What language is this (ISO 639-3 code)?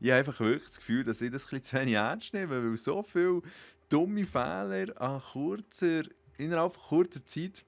gsw